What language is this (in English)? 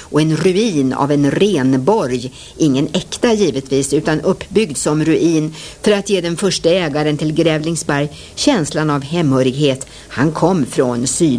Swedish